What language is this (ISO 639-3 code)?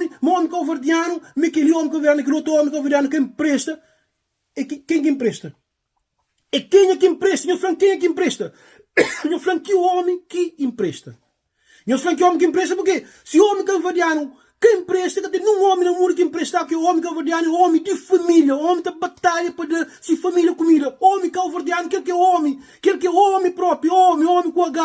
kea